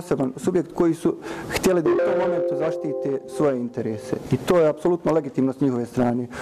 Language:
Bosnian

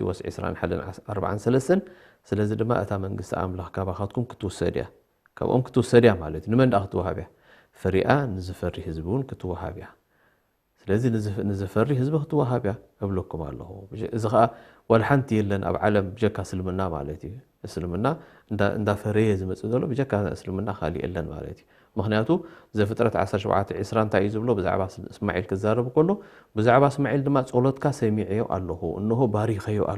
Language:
Tigrinya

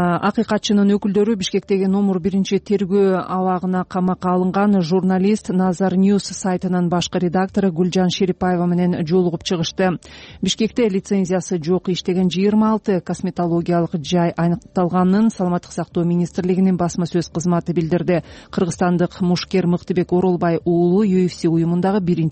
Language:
Kyrgyz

